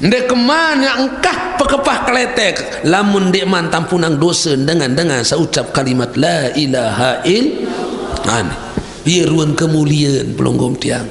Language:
Sasak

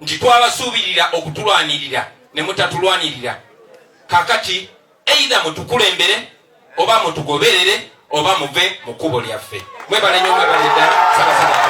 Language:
Ganda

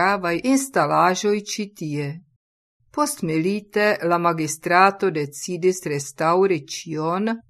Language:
Esperanto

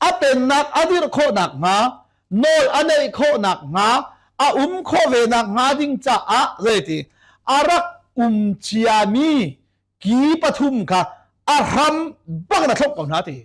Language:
Hakha Chin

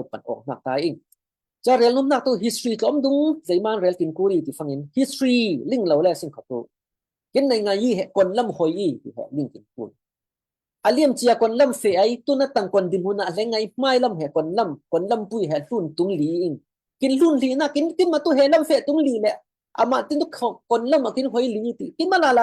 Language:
Falam Chin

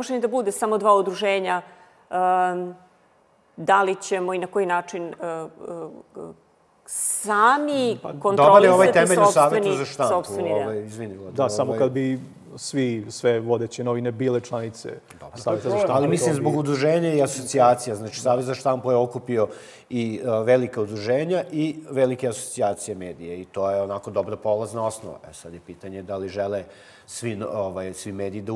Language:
Serbian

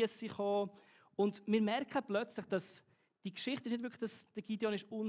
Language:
Swiss German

